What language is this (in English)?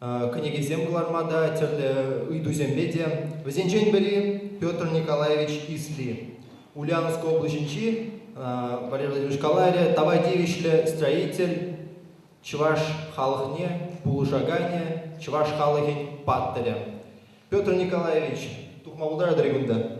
Chuvash